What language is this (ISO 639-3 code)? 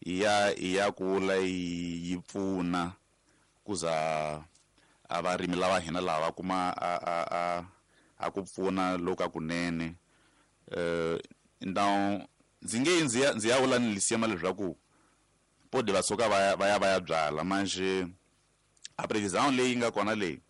tso